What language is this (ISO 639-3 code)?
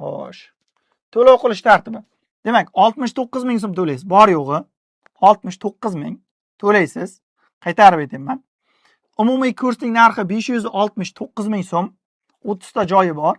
uzb